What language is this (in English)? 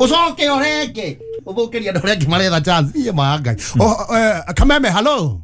Kikuyu